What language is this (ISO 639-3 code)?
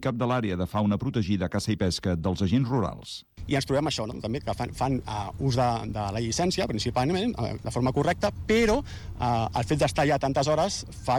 cat